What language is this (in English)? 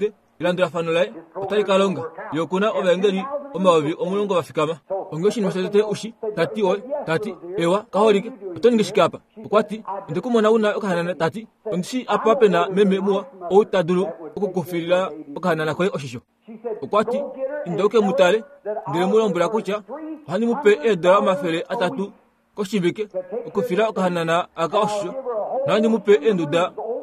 Kuanyama